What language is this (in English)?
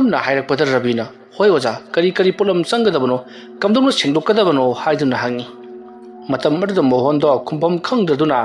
Manipuri